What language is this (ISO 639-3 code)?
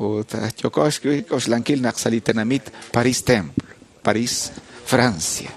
kek